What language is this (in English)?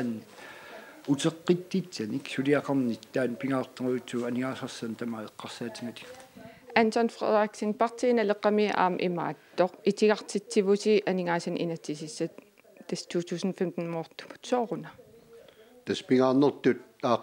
Kalaallisut